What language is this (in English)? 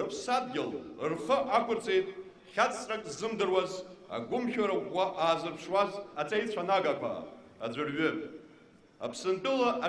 Abkhazian